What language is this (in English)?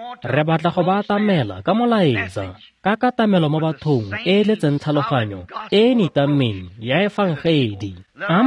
Tswana